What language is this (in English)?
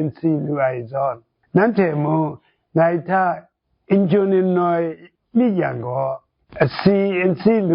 Kachin